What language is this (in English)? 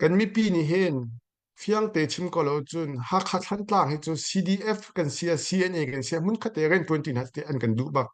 Hakha Chin